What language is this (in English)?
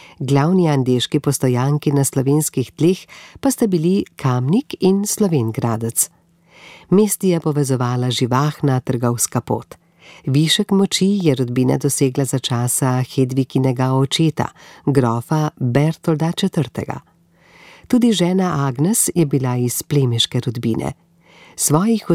Slovenian